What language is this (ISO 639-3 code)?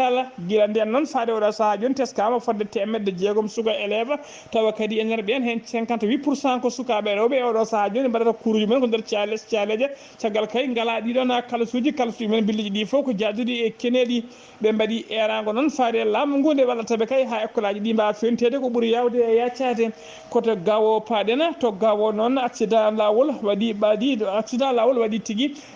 ful